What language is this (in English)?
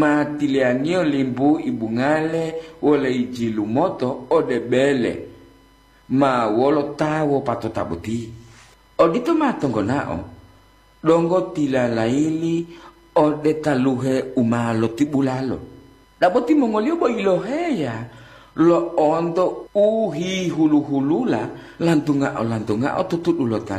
Gorontalo